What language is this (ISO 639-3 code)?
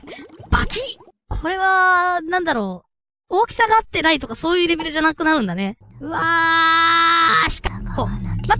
jpn